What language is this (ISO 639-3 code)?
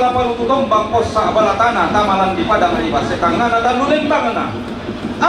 sda